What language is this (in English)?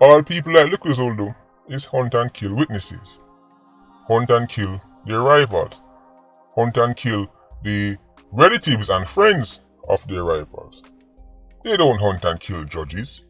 Jamaican Creole English